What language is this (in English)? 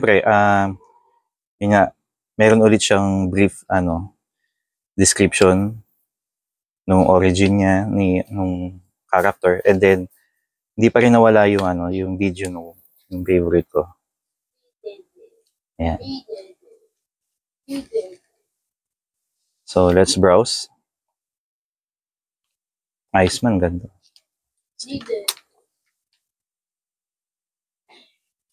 Filipino